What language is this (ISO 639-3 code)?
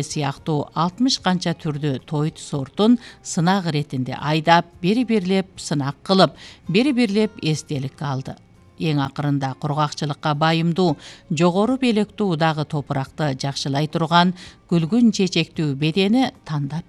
kir